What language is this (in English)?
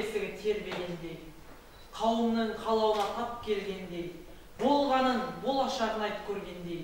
Kazakh